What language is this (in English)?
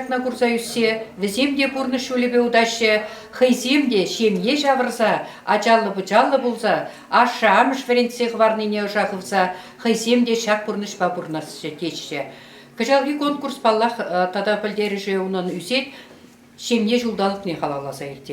Chuvash